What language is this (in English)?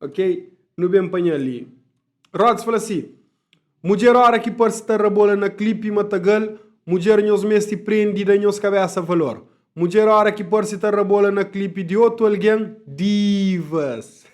Kabuverdianu